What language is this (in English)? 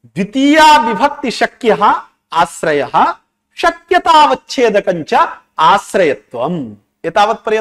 Sanskrit